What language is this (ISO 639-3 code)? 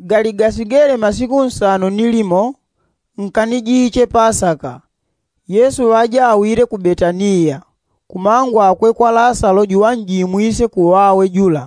yao